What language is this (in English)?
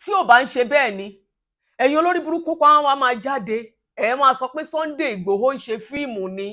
Yoruba